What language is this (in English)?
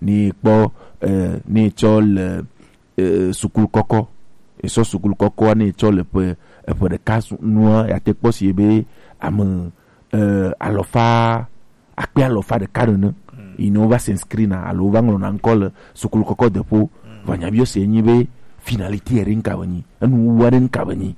Gen